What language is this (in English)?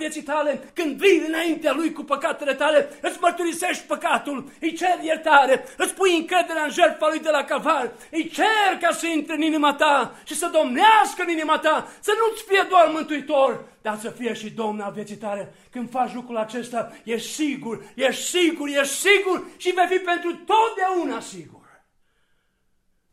Romanian